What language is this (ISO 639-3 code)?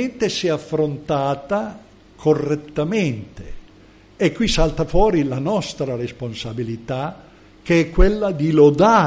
ita